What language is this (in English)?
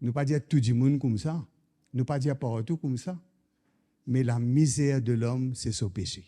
Morisyen